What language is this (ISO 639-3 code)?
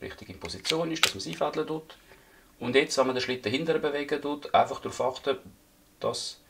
gsw